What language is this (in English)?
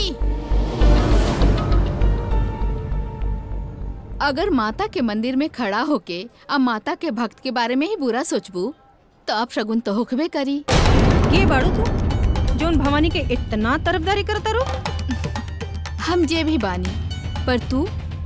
Bhojpuri